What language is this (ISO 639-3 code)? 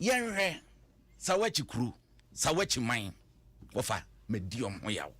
aka